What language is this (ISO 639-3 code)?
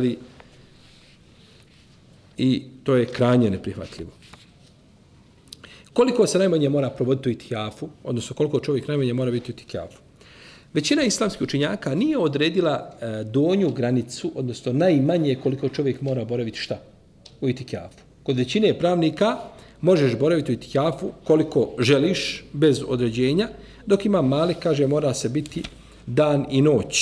bos